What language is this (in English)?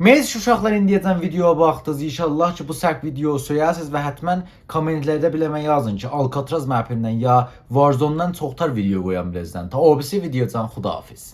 South Azerbaijani